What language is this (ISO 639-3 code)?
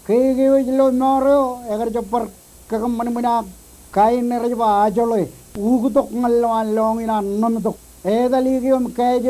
mah